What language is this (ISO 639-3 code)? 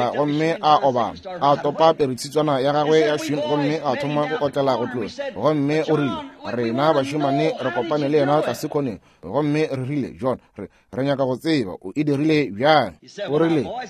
nso